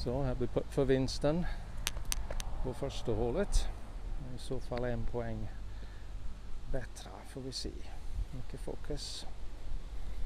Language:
Swedish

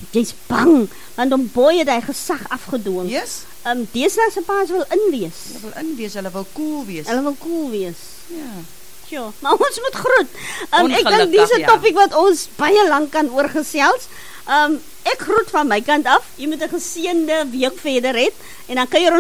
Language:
Afrikaans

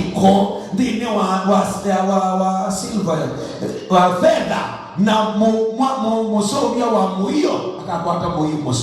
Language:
Kamba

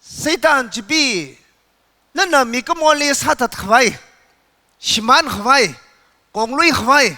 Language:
Tangkhul Naga (India)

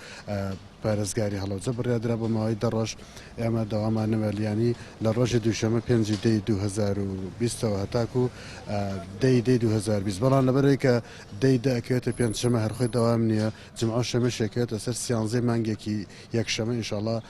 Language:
Central Kurdish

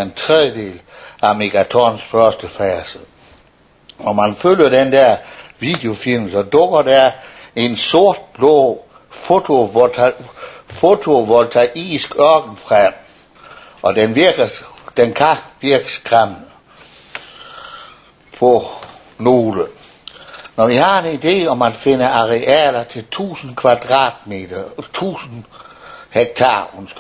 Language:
Danish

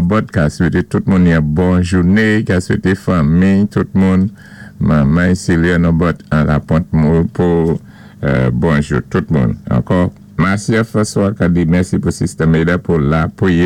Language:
Saint Lucian Creole French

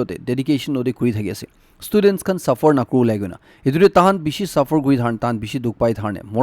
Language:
Naga Pidgin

